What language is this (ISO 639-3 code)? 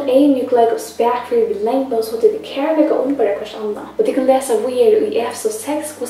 fao